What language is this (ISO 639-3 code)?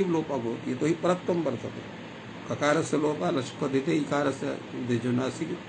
san